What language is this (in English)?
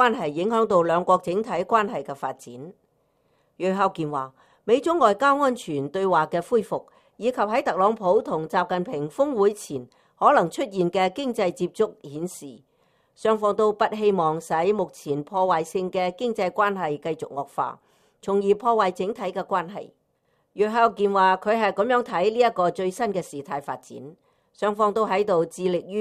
Cantonese